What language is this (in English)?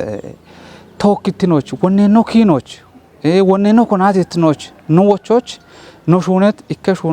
Kafa